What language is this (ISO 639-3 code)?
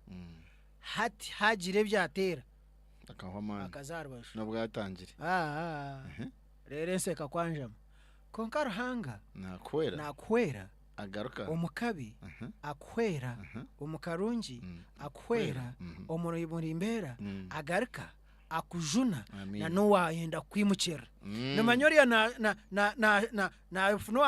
nyn